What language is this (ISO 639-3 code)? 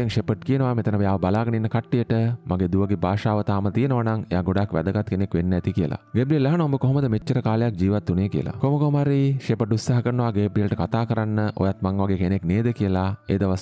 sin